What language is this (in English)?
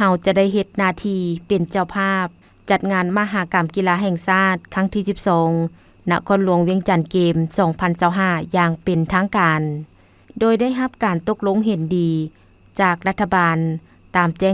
Lao